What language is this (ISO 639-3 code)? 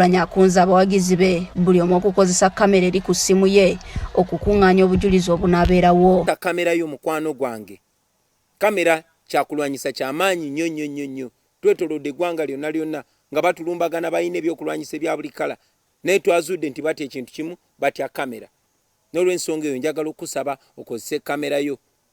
lug